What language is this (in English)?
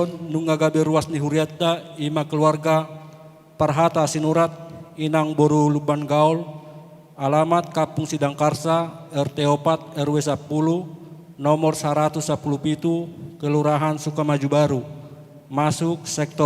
Batak Toba